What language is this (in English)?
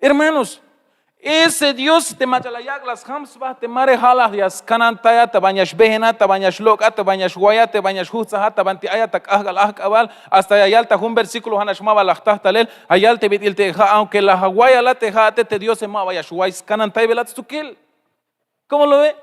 Tzeltal